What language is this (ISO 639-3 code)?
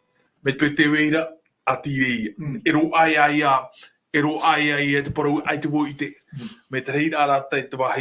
tah